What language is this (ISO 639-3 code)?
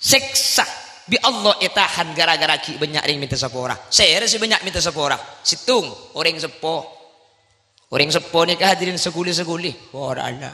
mad